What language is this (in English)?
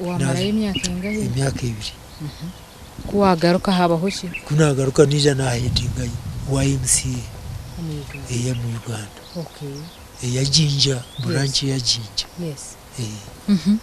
Nyankole